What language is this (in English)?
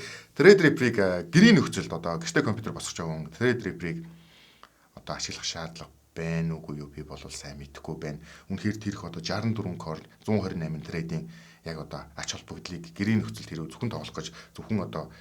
Mongolian